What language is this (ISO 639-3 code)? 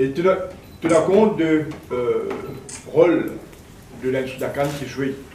mfe